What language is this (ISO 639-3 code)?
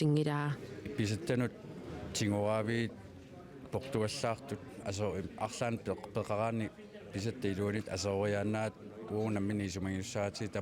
kal